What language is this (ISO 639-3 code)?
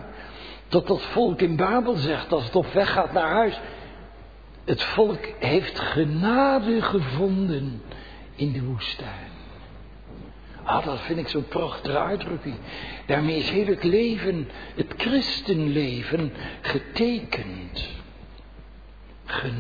nld